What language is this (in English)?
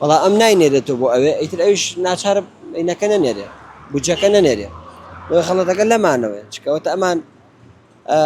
Central Kurdish